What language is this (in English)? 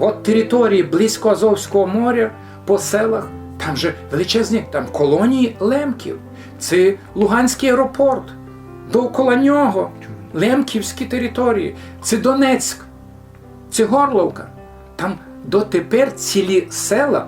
Rusyn